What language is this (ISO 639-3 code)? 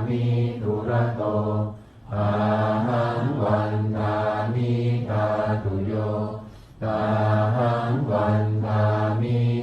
pli